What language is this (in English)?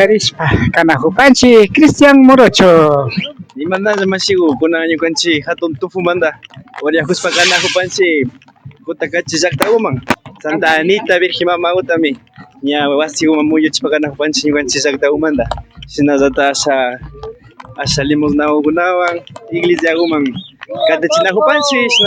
Imbabura Highland Quichua